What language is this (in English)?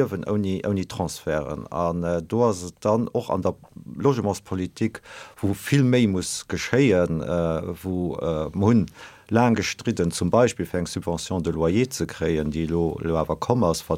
Luxembourgish